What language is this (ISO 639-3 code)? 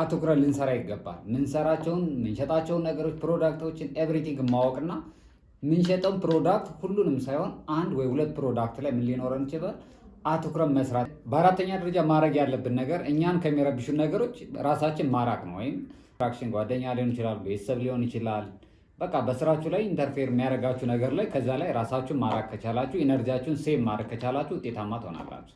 amh